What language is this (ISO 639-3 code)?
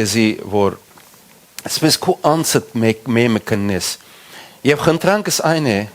hyw